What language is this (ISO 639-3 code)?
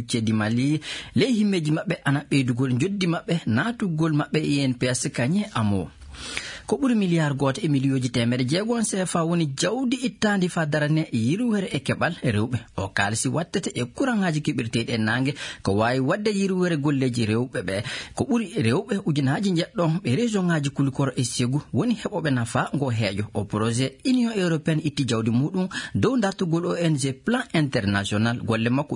ful